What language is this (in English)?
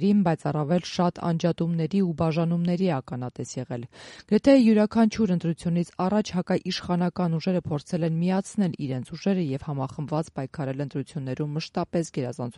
Armenian